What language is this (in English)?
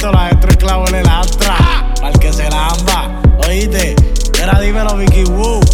Spanish